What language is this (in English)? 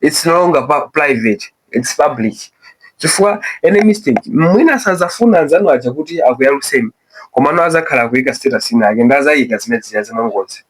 Nyanja